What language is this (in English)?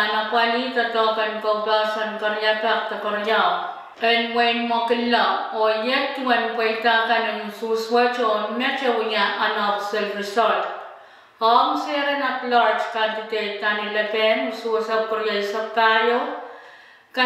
Pohnpeian